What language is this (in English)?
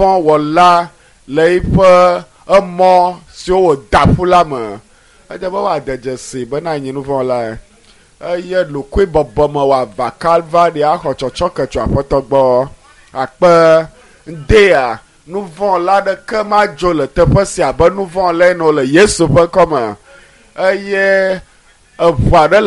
Ewe